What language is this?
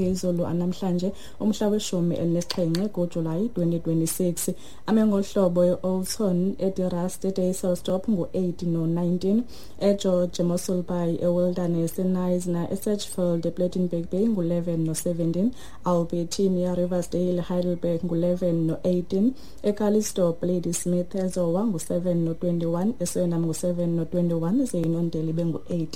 Xhosa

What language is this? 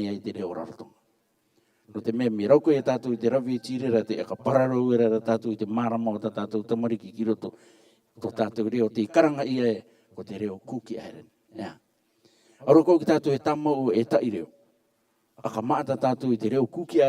Rarotongan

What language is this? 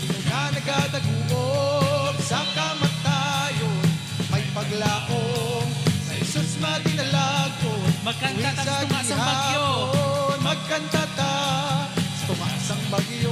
Hiligaynon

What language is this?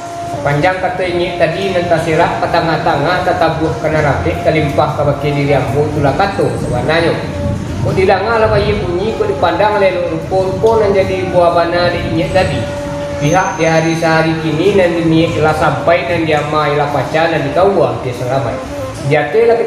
Minangkabau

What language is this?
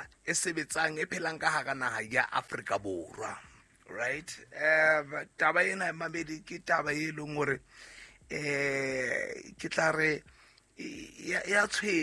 Southern Sotho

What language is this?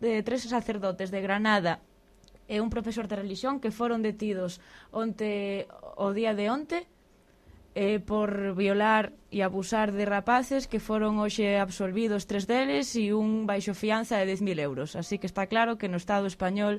Galician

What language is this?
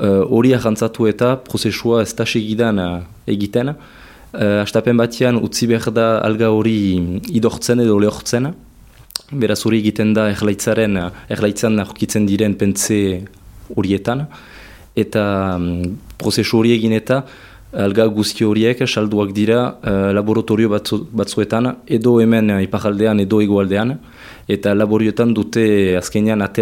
Basque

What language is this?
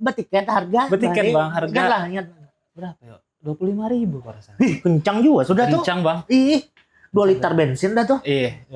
Banjar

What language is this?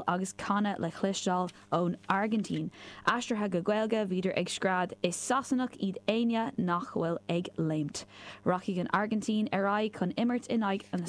Irish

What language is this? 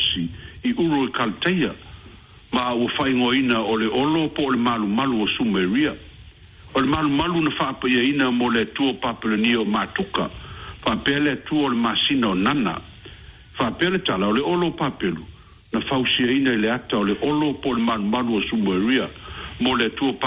Samoan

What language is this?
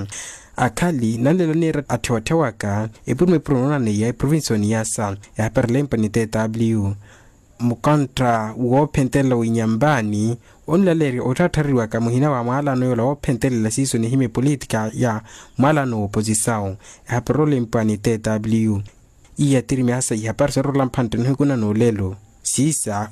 Makhuwa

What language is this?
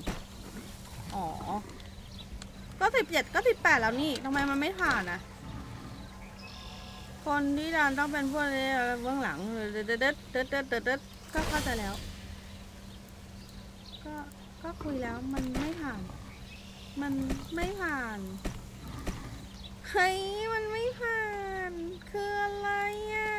Thai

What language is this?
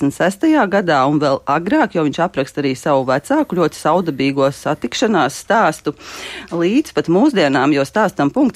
Latvian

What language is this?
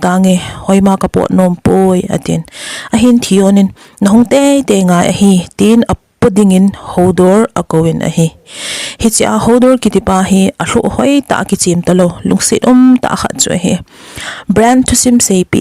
Thado Chin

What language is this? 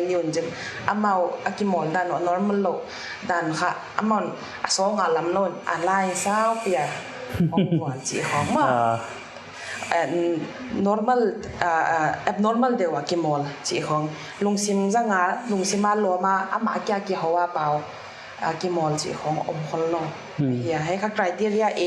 Paite Chin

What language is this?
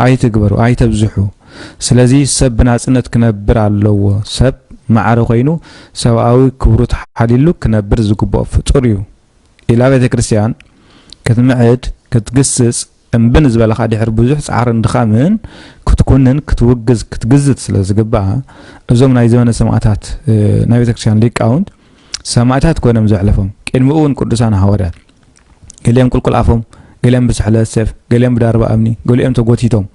Tigrinya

